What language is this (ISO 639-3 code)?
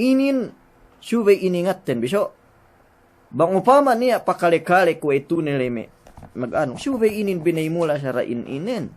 yka